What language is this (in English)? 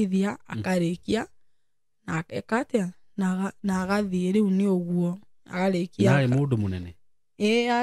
Kikuyu